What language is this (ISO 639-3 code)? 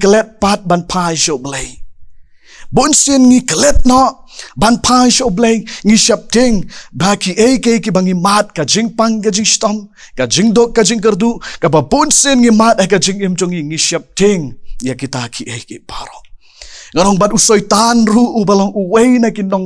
kha